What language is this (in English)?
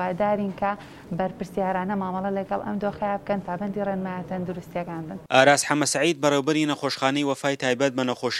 Central Kurdish